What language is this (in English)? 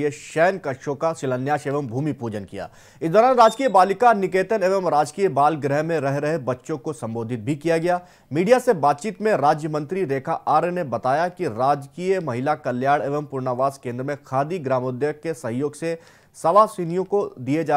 Hindi